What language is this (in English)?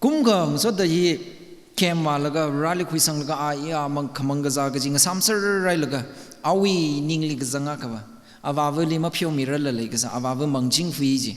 Tangkhul Naga (India)